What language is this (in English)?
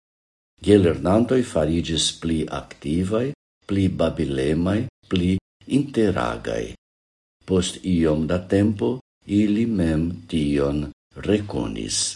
Esperanto